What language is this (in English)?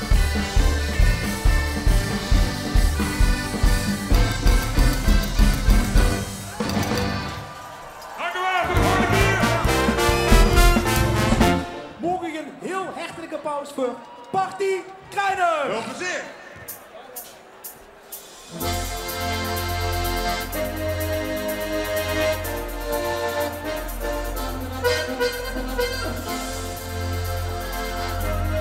Dutch